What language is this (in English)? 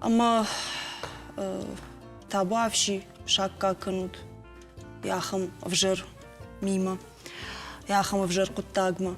Ossetic